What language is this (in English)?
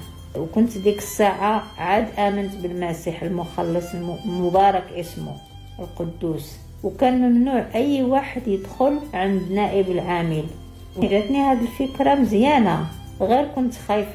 Moroccan Arabic